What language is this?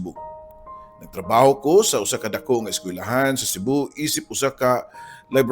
Cebuano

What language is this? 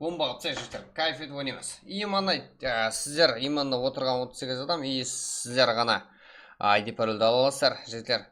Kara-Kalpak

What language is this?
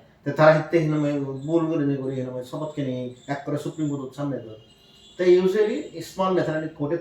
Chakma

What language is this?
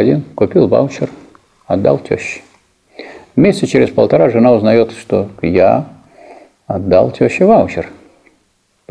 Russian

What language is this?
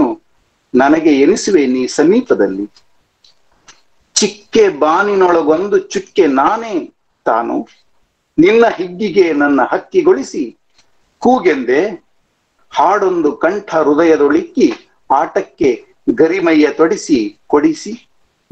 Kannada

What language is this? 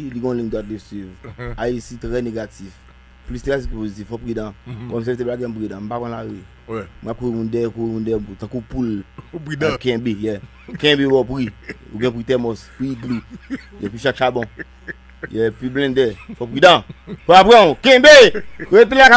Haitian Creole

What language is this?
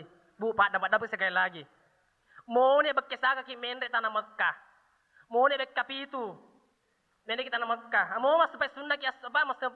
Buginese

